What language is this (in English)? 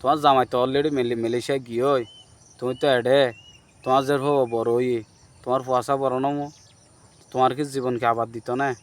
Rohingya